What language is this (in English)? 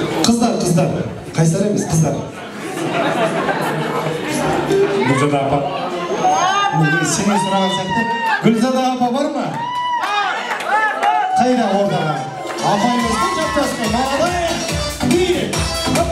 Kazakh